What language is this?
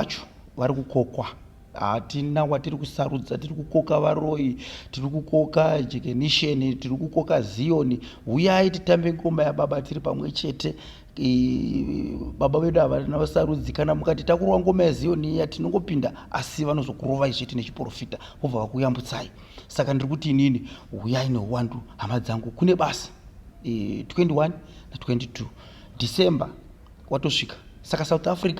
Shona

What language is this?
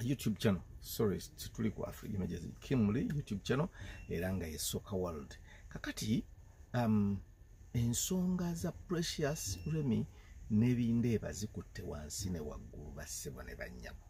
Ganda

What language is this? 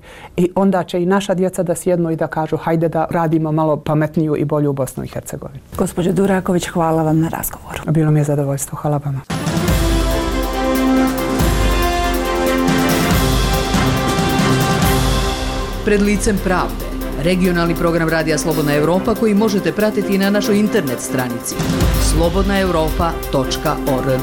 Bosnian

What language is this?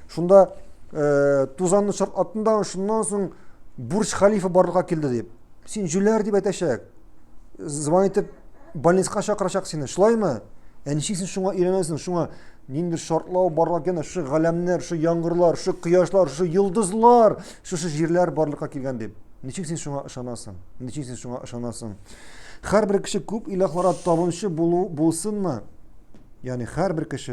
Tatar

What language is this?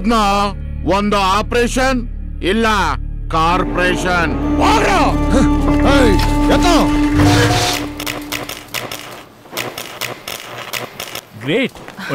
Kannada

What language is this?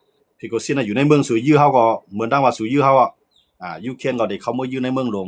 Shan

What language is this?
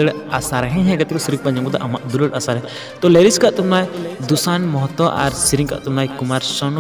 Santali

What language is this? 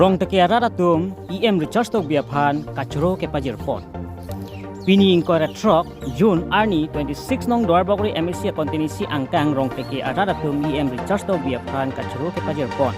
Karbi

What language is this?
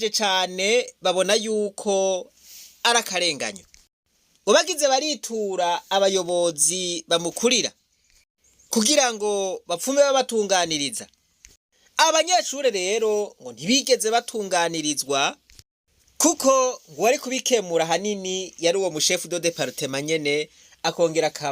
Rundi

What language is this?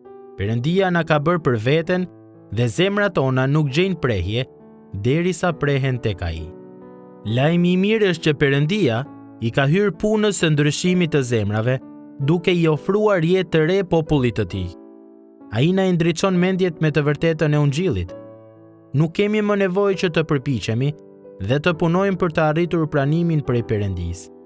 Albanian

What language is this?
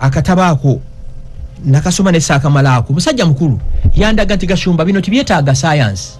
Ganda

